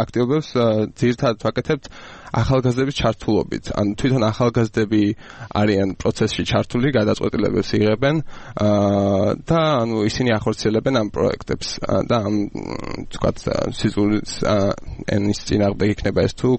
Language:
Georgian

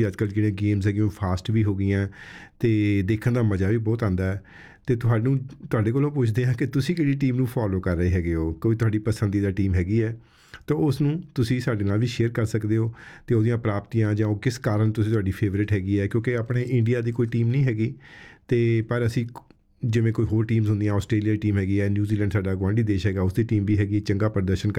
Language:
Punjabi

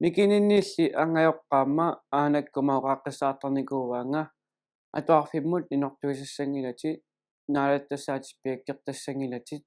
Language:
Kalaallisut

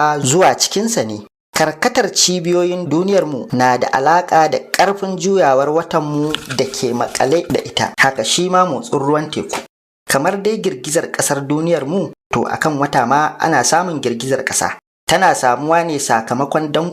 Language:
Hausa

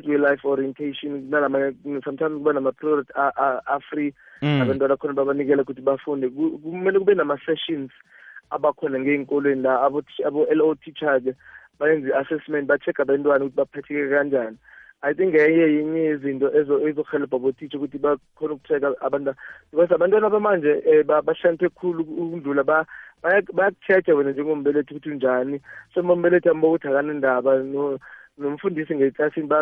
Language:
South Ndebele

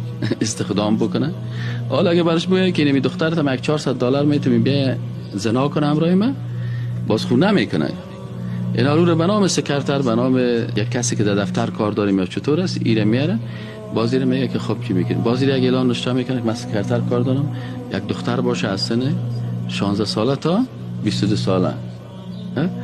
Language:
Persian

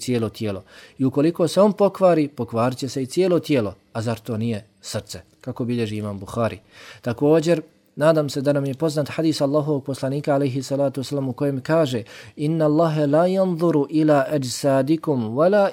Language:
Bosnian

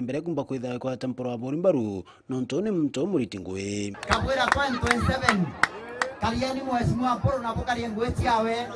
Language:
Meru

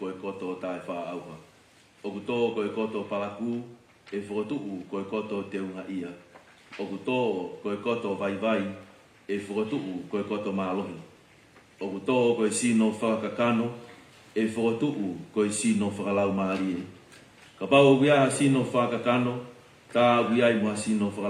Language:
Tongan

